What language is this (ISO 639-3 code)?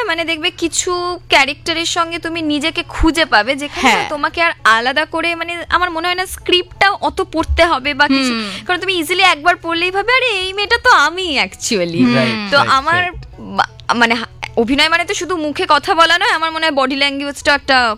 ben